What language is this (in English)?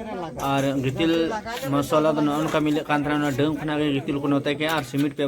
Santali